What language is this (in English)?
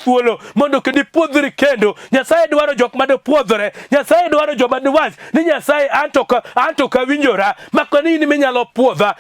Luo (Kenya and Tanzania)